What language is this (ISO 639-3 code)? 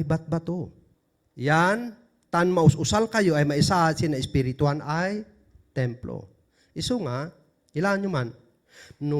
kne